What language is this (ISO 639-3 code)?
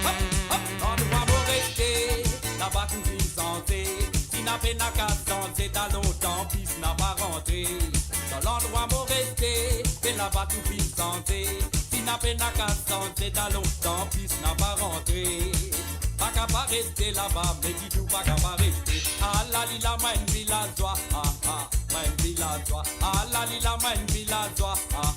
mfe